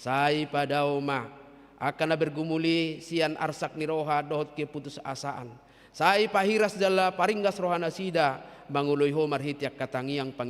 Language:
Batak Toba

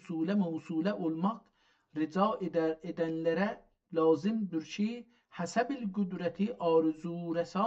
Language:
South Azerbaijani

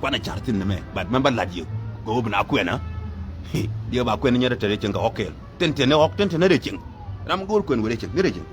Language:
Nuer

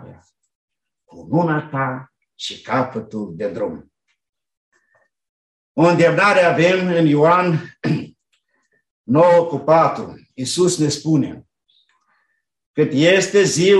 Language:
Romanian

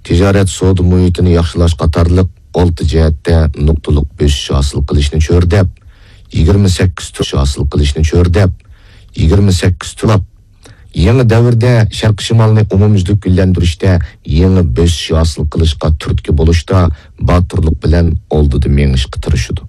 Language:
Uyghur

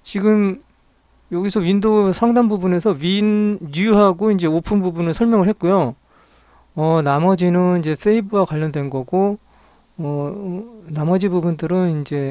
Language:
Korean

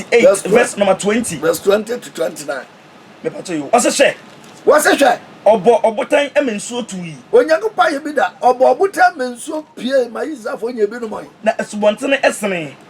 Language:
Akan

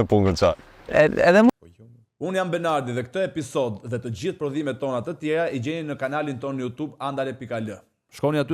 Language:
Albanian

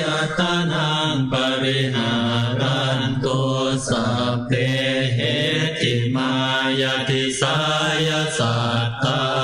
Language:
Pali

